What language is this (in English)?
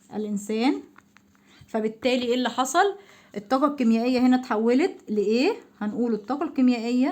Egyptian Arabic